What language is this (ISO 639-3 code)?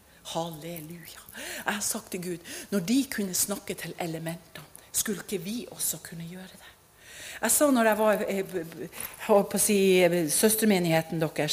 nor